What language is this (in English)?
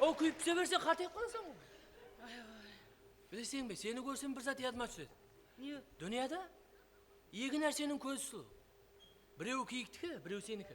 Kara-Kalpak